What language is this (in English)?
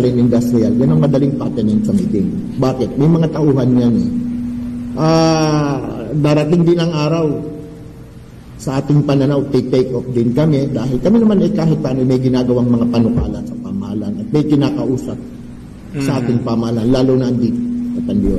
Filipino